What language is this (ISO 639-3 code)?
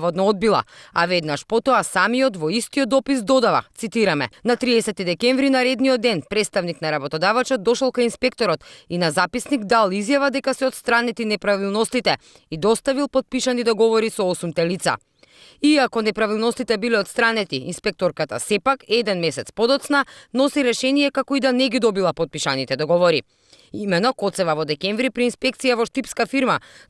mkd